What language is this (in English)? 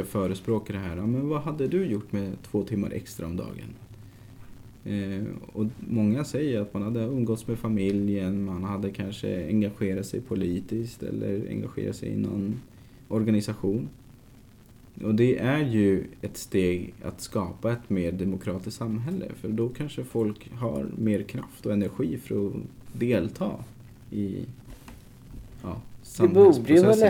Swedish